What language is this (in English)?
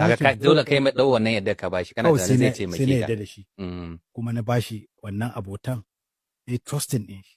Hausa